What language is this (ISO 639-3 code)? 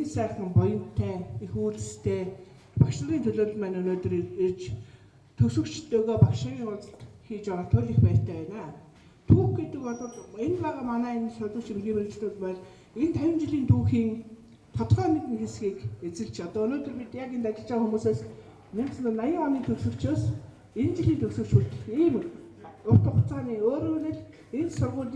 mon